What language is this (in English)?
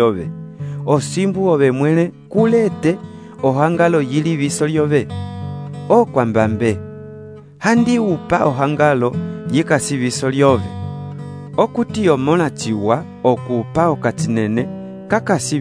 Umbundu